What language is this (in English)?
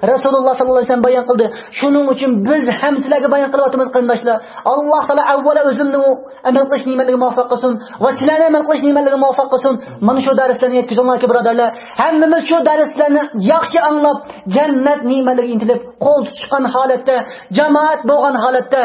Uyghur